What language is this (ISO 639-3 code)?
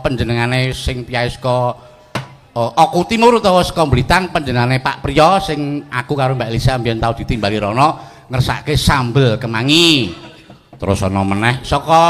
jav